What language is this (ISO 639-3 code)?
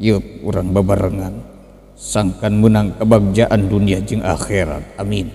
sun